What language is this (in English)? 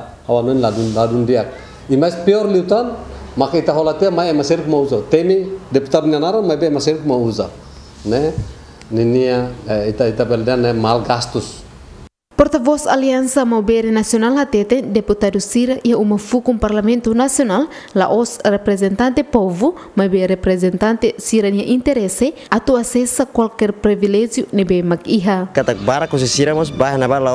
Tetum